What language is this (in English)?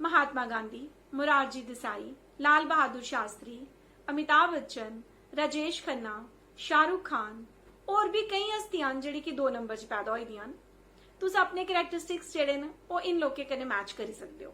Dogri